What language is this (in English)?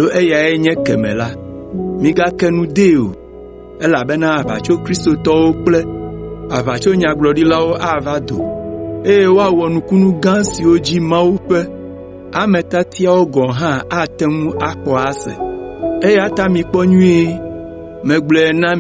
Ewe